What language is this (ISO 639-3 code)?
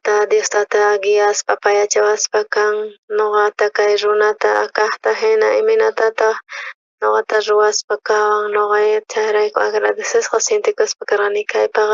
quh